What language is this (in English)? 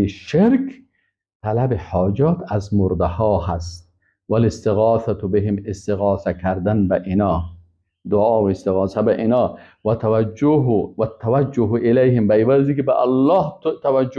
Persian